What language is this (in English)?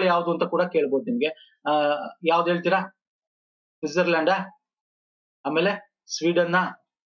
Kannada